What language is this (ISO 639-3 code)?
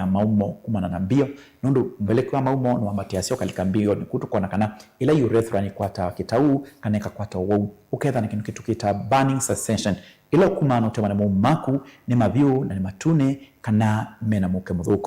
kam